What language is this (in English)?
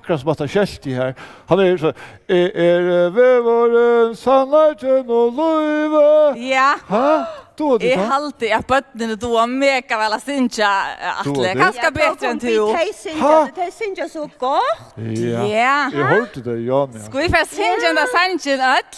Faroese